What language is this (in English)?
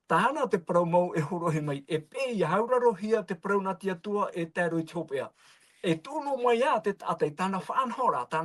Tahitian